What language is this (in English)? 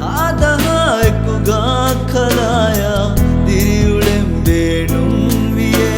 Divehi